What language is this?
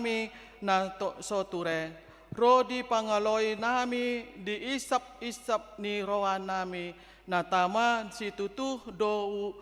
Batak Toba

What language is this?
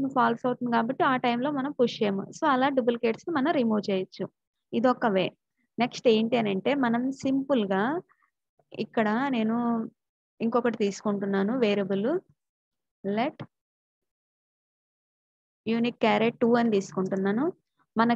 Telugu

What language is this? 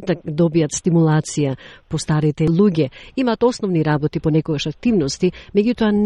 Macedonian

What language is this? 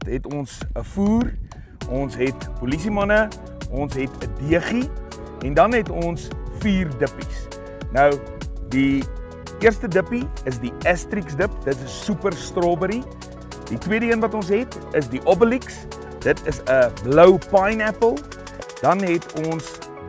Afrikaans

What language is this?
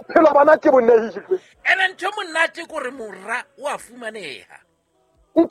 Southern Sotho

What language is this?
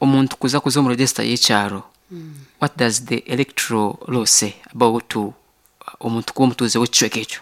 Nyankole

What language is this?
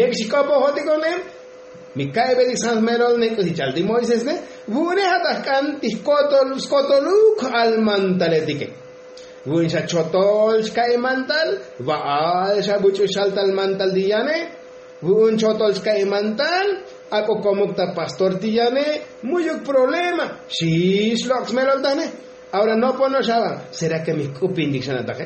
Tzotzil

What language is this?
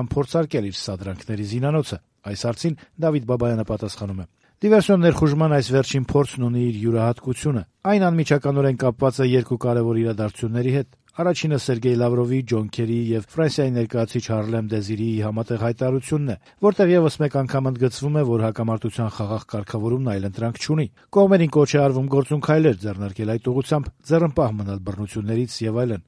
Armenian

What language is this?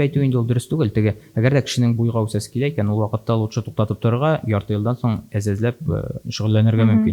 Tatar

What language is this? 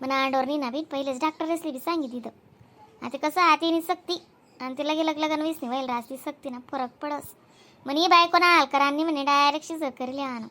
Khandesi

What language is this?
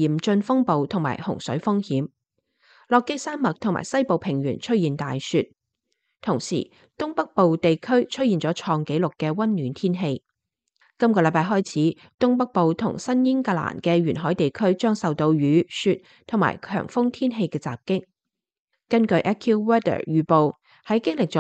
Cantonese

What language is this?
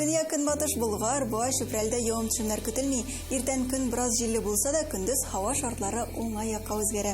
Tatar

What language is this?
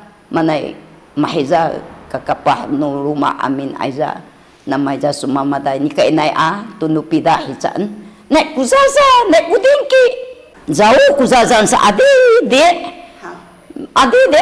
Sakizaya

